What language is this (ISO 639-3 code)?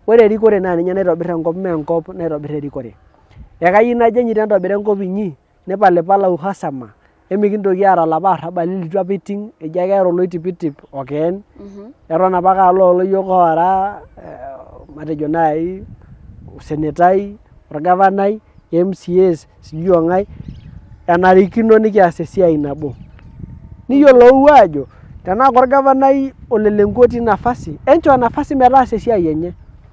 mas